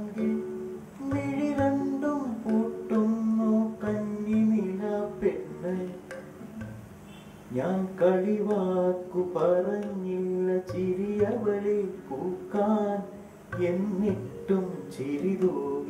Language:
Malayalam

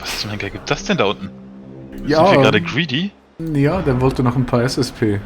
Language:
Swiss German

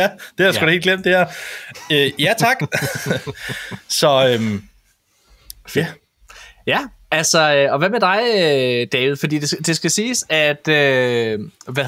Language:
Danish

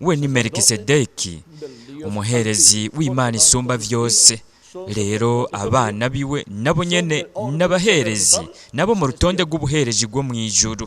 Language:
Rundi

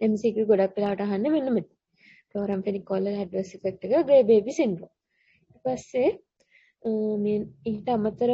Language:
Sinhala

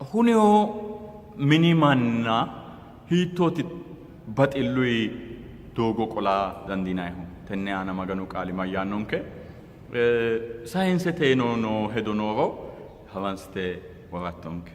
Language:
Sidamo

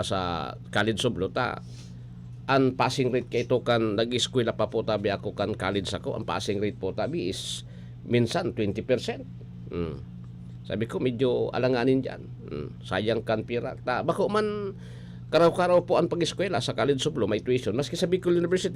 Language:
Bikol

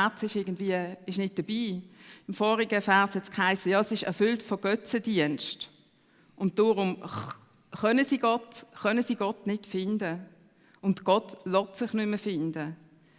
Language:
Swiss German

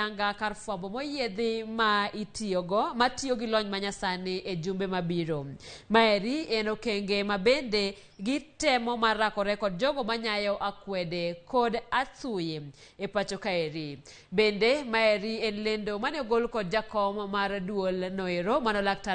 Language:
Luo (Kenya and Tanzania)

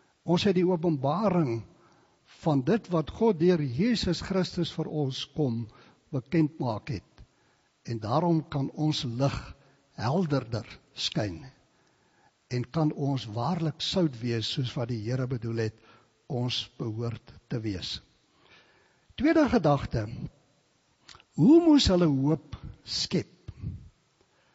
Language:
Afrikaans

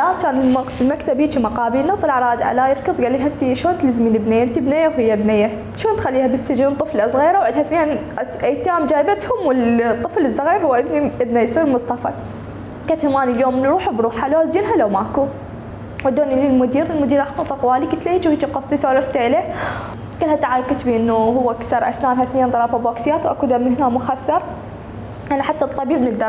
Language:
Mesopotamian Arabic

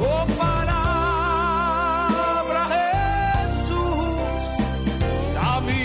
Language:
Papiamento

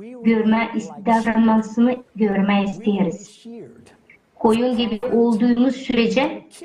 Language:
Gagauz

